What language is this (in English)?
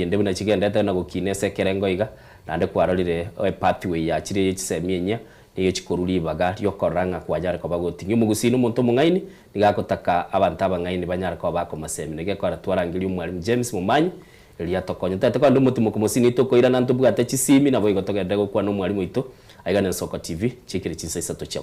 Gusii